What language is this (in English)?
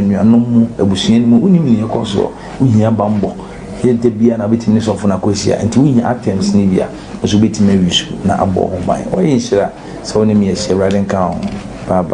Akan